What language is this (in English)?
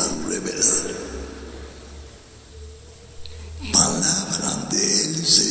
Spanish